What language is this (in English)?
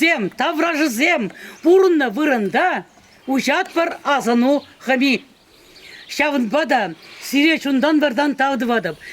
Chuvash